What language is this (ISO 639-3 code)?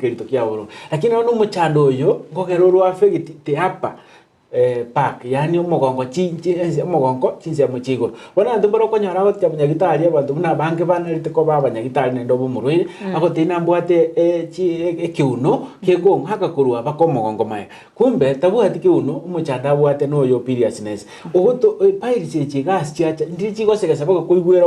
guz